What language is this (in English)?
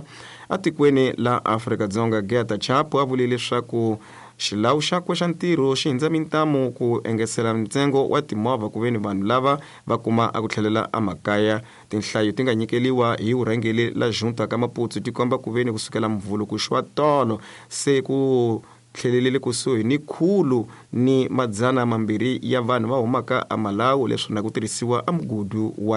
Tsonga